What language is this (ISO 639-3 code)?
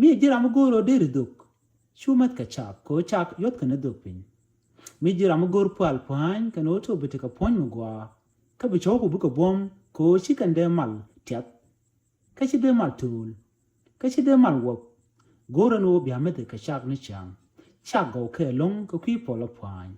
nus